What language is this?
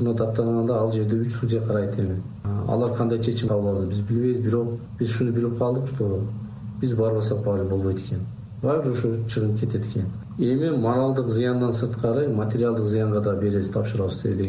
Kyrgyz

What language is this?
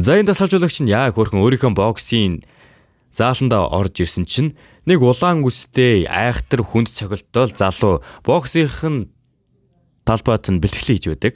Mongolian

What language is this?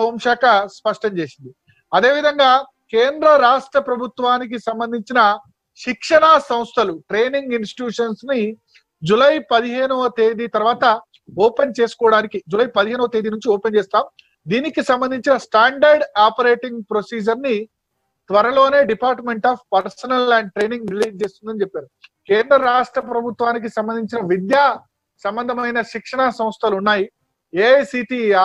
Telugu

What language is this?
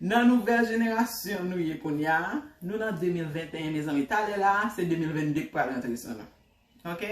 Haitian Creole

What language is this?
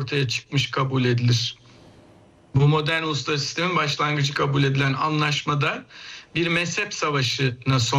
Turkish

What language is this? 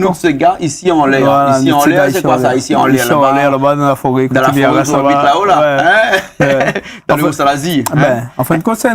Réunion Creole French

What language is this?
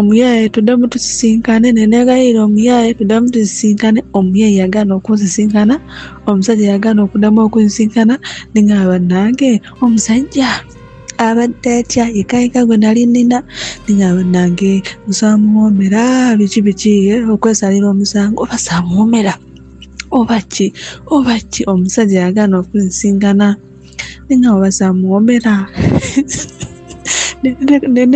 Ganda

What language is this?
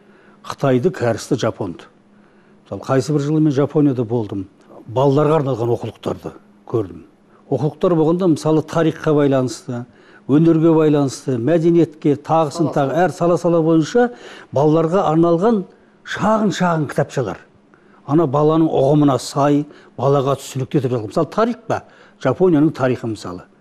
Kazakh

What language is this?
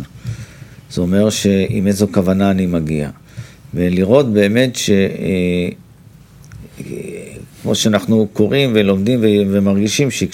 Hebrew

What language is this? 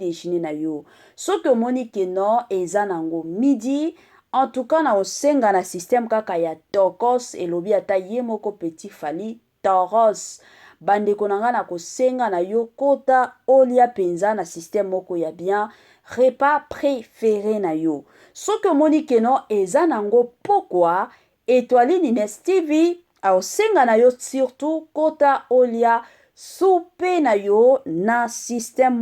Lingala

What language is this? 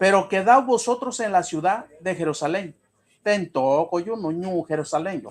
Mixtepec Mixtec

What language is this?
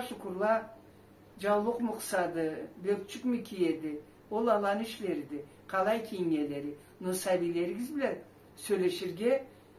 Karachay-Balkar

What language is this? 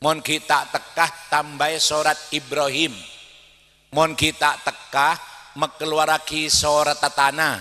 Madurese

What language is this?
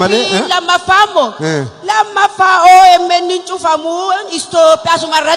Oromo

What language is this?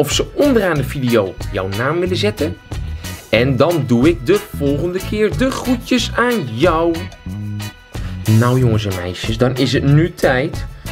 Dutch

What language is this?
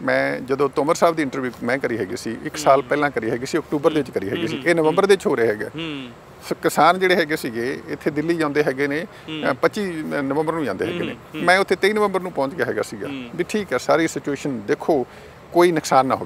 Punjabi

